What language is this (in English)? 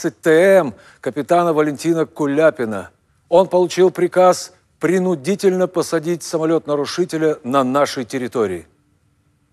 Russian